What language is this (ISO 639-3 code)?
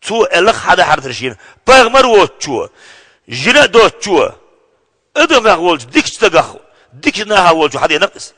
che